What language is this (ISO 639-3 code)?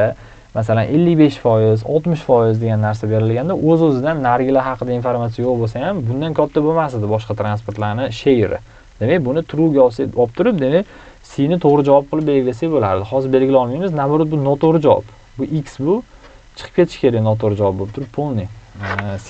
uzb